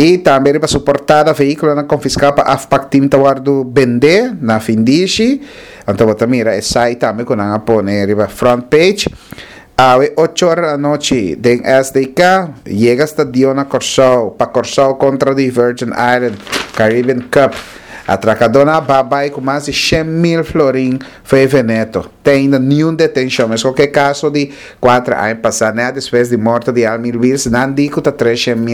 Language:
Papiamento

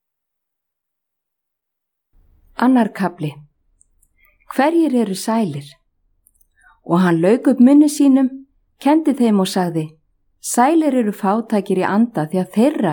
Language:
Icelandic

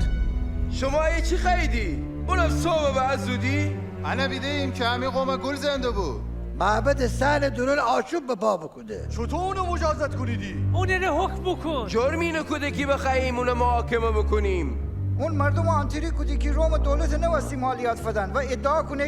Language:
Gilaki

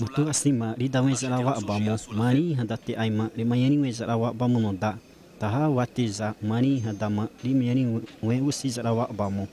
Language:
Xavánte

